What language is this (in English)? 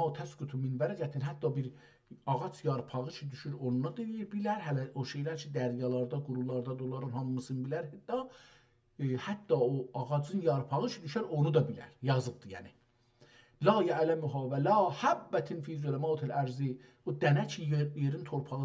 South Azerbaijani